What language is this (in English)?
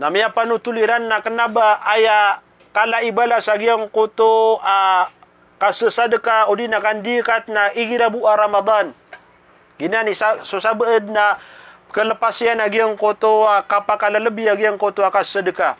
Maranao